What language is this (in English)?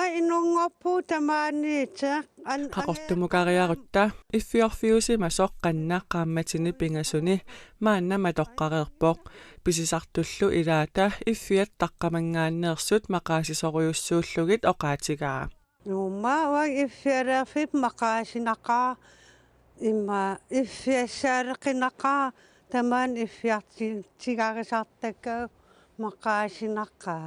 Kalaallisut